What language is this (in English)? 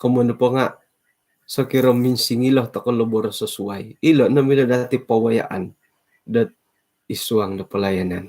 Central Dusun